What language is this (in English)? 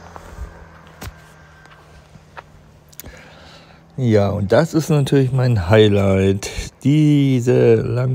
German